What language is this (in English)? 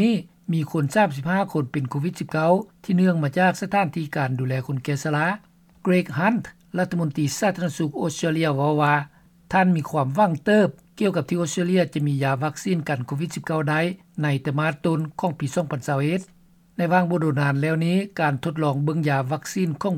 Lao